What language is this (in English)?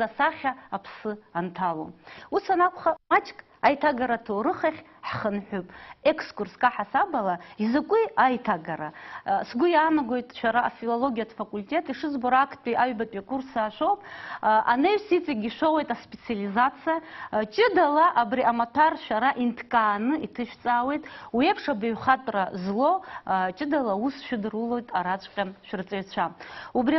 Abkhazian